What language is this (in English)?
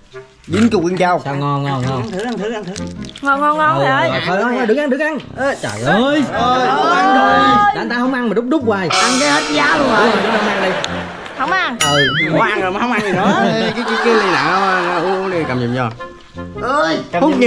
Vietnamese